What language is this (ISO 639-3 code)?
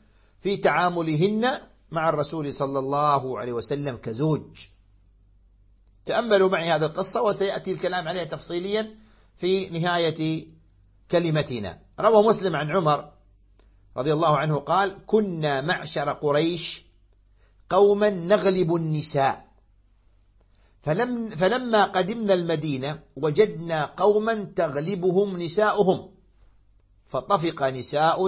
ara